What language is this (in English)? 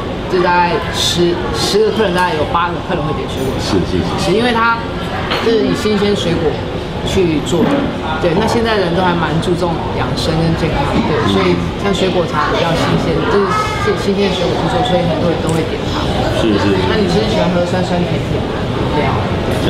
Chinese